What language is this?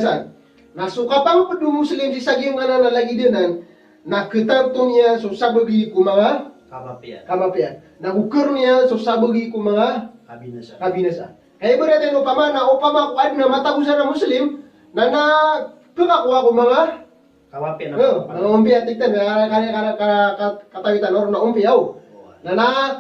Maranao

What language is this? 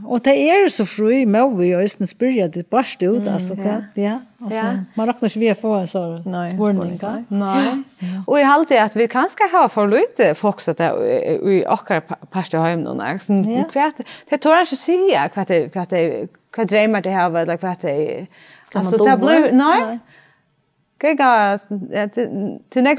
Faroese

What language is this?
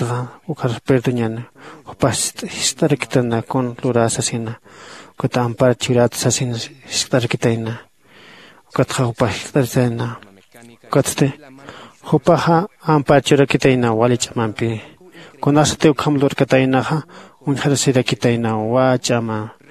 Aymara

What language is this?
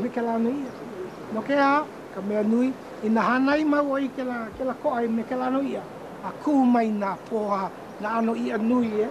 Hawaiian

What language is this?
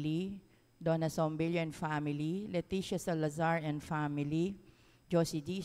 Pampanga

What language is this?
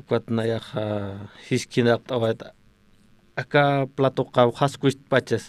Aymara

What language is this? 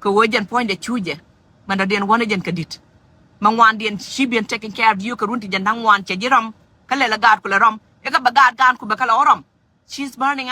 Nuer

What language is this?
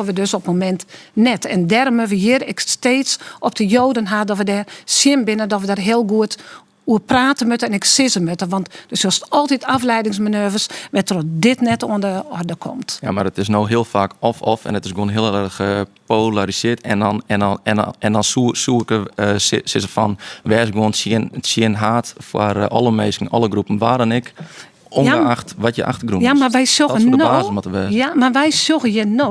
Western Frisian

